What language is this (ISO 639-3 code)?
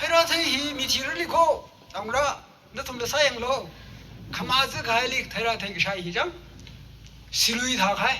nmf